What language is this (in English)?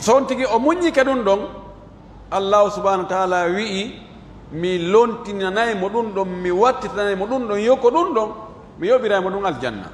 Pular